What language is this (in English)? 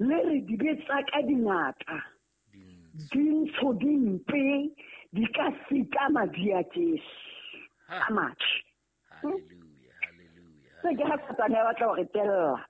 Southern Sotho